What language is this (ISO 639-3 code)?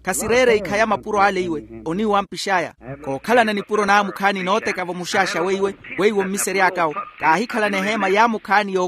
vmw